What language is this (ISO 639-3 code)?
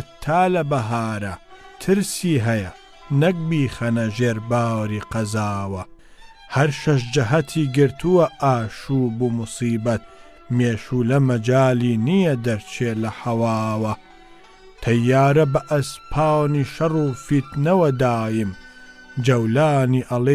ckb